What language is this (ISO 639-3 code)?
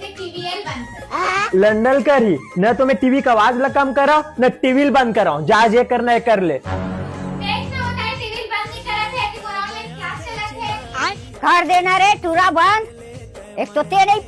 hne